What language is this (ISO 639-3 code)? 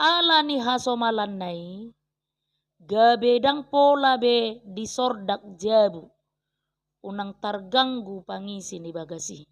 bbc